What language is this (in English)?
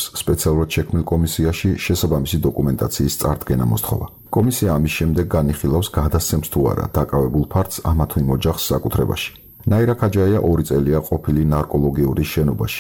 Georgian